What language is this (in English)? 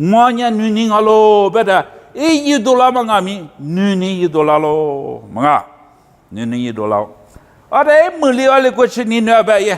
Lisu